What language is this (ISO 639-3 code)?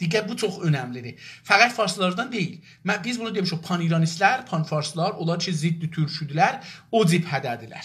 azb